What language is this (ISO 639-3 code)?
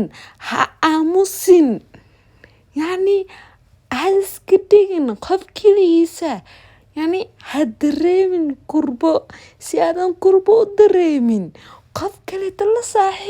som